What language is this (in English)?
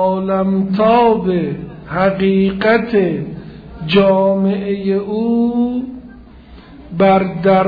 Persian